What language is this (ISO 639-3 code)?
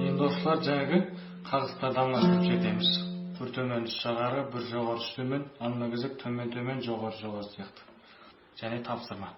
kaz